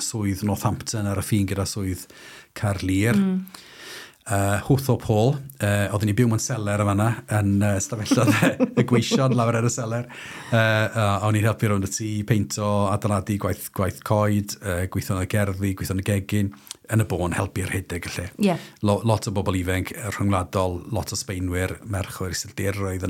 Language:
Welsh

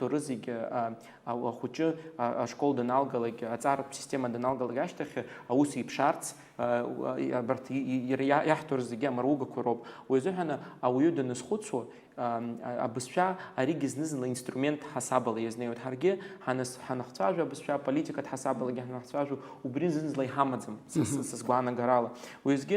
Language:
Abkhazian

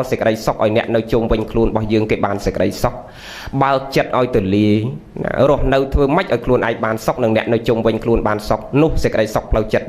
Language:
Khmer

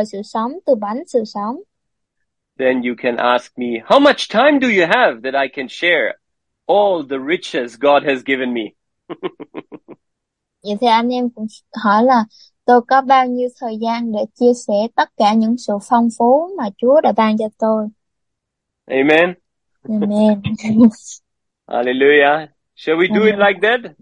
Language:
Vietnamese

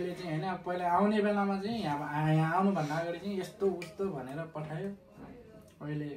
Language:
Nepali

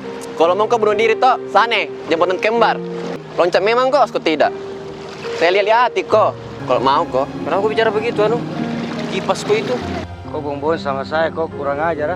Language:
Makassar Malay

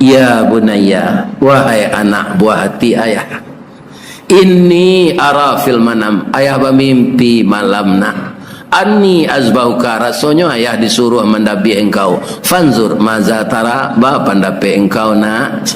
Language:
Minangkabau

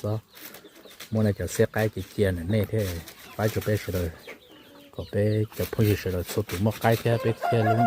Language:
Hmong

